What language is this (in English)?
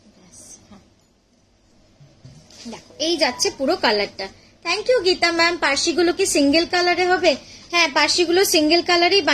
Bangla